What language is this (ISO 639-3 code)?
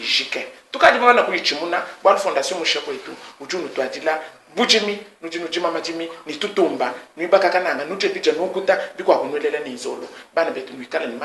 lua